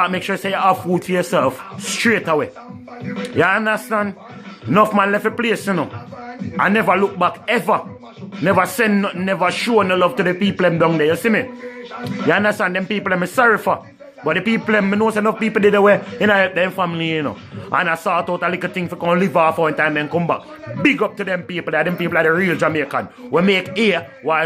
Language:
Jamaican Creole English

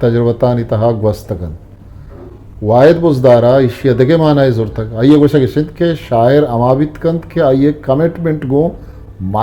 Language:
Eastern Balochi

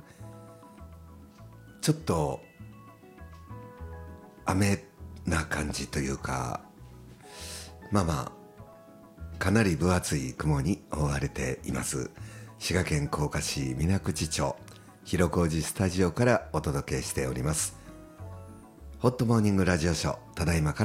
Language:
Japanese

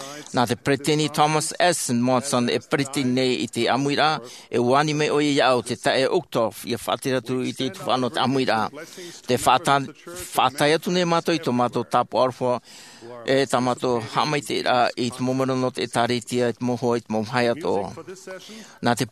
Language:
Tahitian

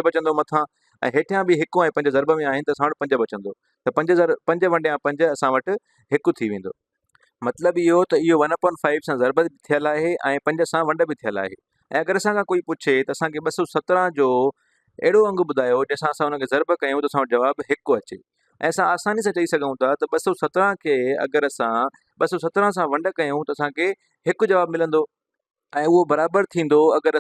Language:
Sindhi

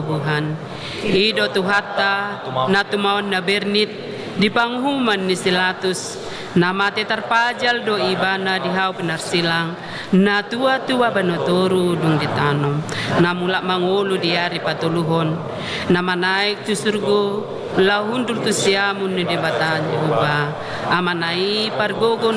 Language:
Batak Toba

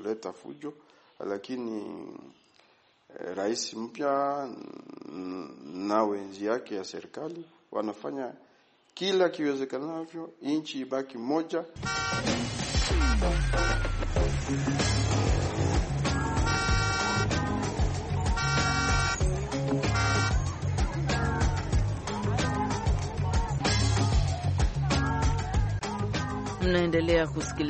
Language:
Swahili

